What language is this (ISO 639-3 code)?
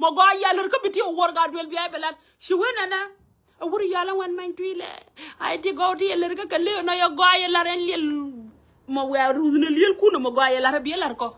nus